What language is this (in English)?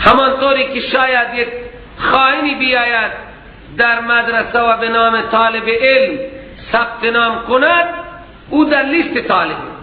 Persian